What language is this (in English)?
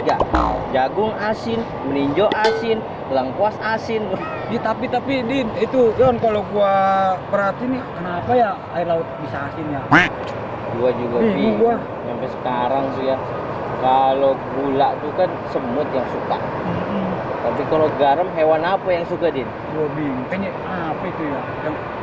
Betawi